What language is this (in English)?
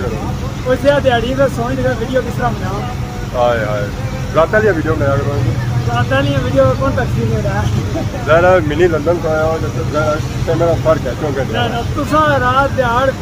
Pahari-Potwari